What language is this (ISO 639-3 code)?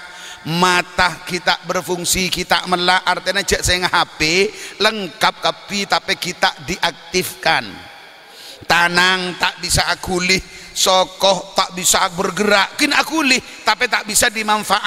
mad